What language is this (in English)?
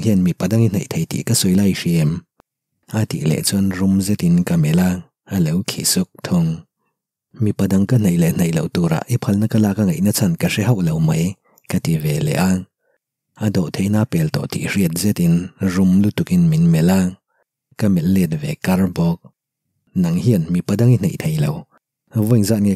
Mizo